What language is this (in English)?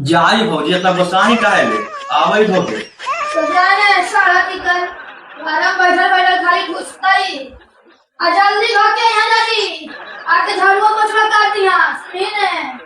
Magahi